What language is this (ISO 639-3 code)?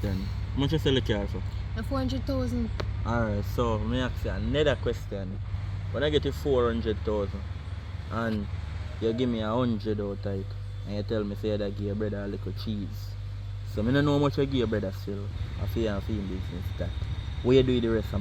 jam